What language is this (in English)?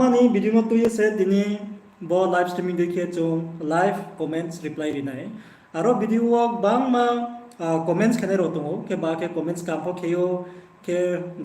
Riang (India)